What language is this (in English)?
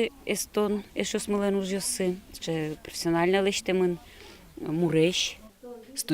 Udmurt